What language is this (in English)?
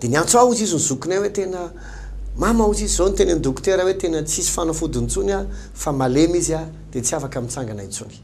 Malagasy